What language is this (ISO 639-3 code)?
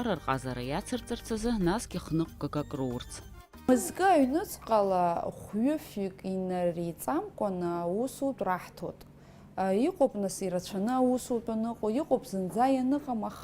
abk